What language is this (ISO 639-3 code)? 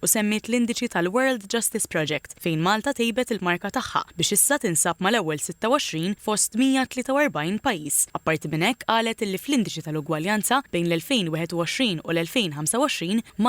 mlt